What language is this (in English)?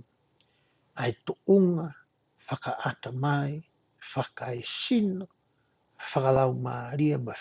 Tongan